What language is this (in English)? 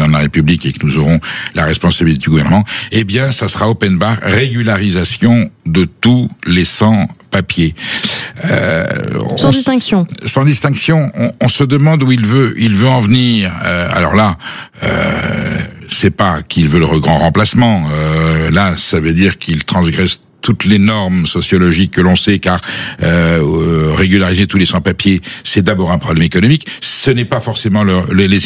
French